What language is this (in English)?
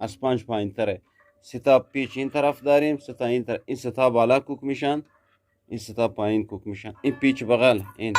Eastern Balochi